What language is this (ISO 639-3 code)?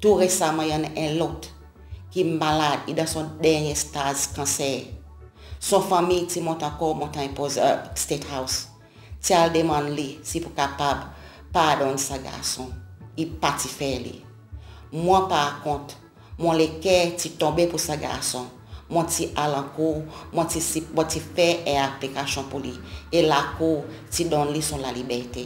crs